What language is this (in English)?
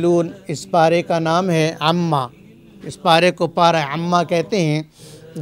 Urdu